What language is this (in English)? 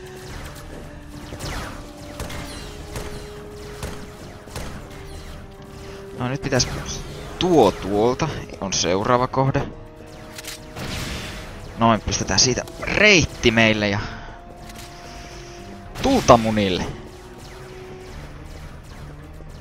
Finnish